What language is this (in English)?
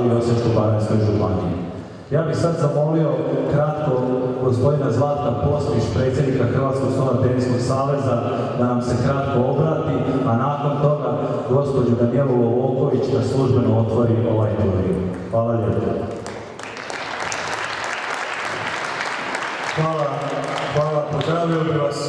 Croatian